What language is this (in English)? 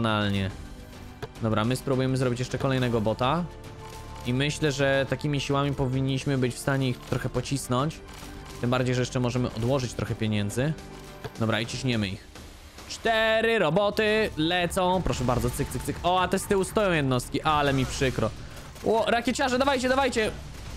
Polish